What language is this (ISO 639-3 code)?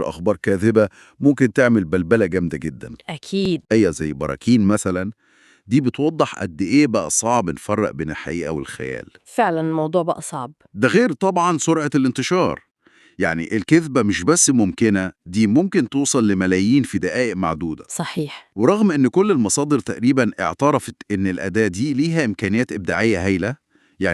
arz